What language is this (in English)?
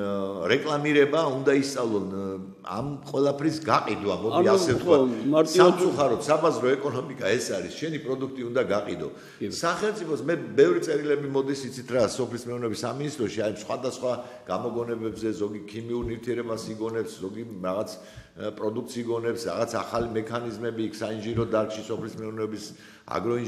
Georgian